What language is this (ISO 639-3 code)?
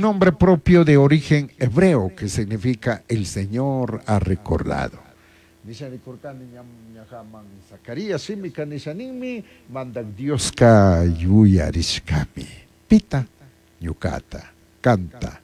qug